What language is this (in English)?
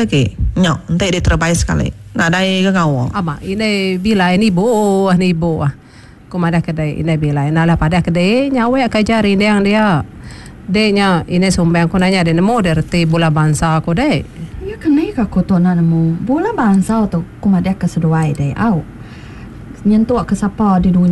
Iban